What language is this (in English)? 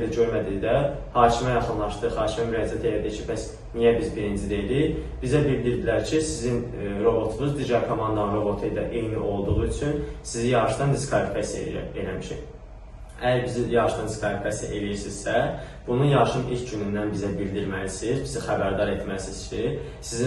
Azerbaijani